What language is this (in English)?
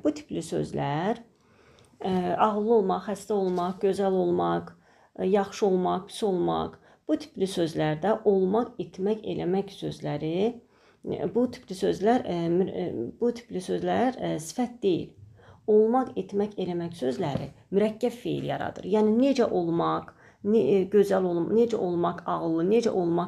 Azerbaijani